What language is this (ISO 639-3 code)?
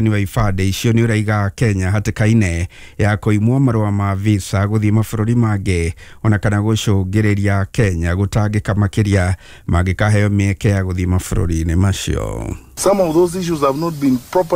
kik